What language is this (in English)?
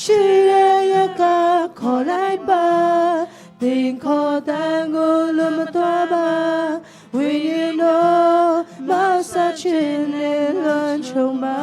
Falam Chin